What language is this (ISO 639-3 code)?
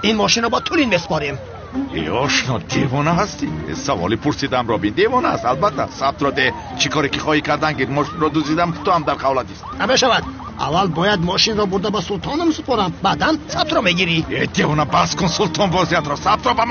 tgk